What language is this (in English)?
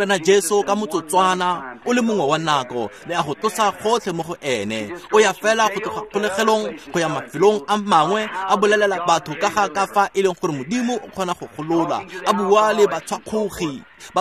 Tswana